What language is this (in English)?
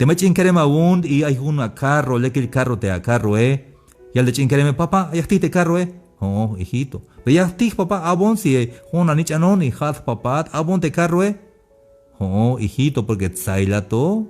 Tzeltal